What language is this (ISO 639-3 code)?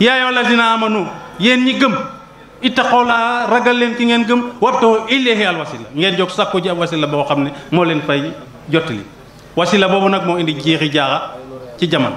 wol